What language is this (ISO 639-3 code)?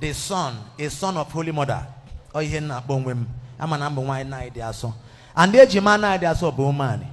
ibo